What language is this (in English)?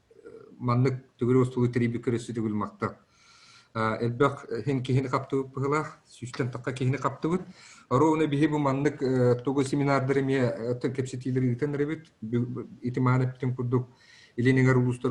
Yakut